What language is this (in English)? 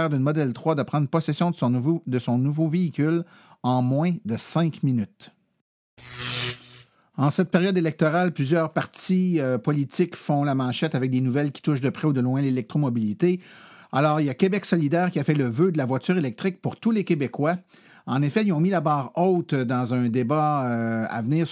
French